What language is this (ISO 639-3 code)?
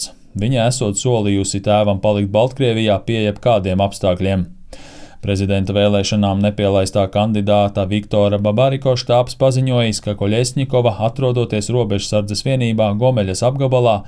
lav